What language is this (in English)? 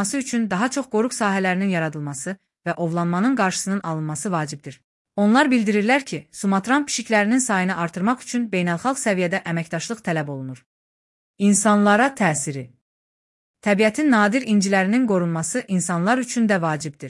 Azerbaijani